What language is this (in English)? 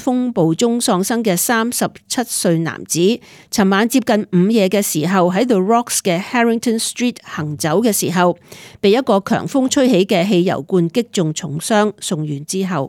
Cantonese